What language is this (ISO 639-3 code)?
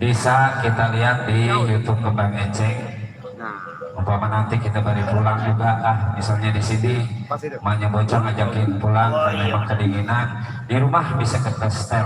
bew